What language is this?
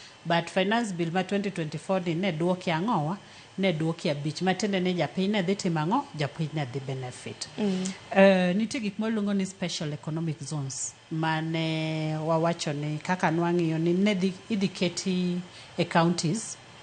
Luo (Kenya and Tanzania)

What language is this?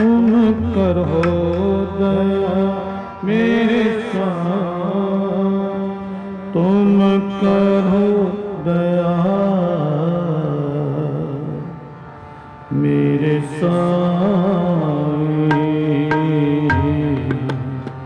Punjabi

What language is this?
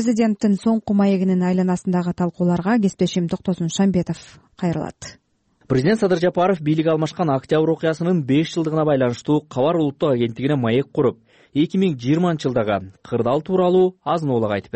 Kyrgyz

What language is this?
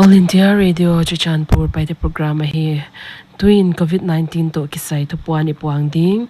Paite Chin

